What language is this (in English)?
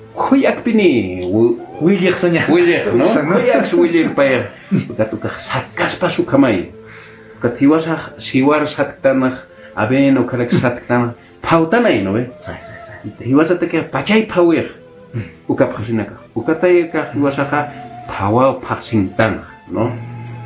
Aymara